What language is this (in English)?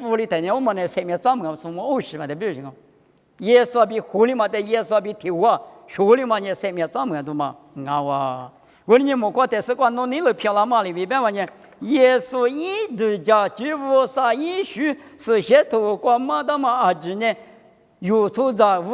Lisu